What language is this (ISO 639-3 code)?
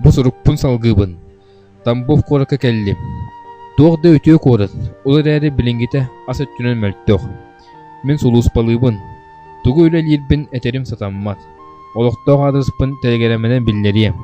sah